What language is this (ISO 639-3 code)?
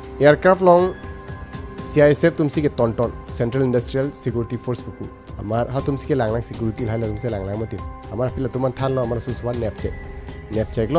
mjw